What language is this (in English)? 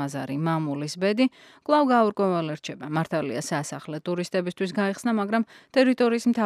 Georgian